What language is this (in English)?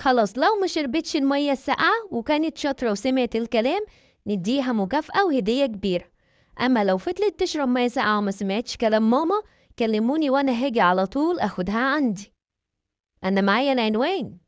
Egyptian Arabic